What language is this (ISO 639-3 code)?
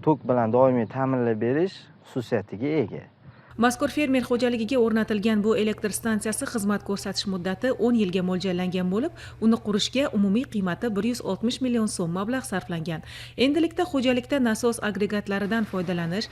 uzb